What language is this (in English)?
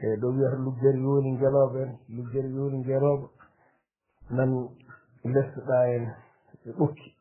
Fula